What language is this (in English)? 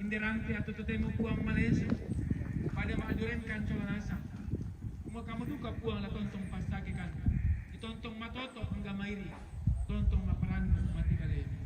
Toraja-Sa'dan